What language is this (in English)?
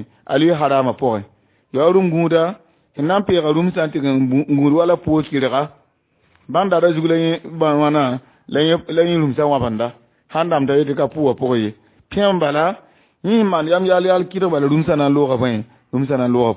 Mossi